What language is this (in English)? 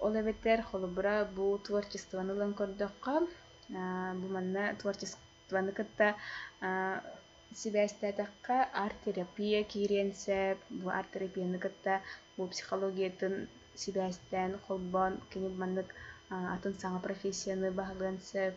Yakut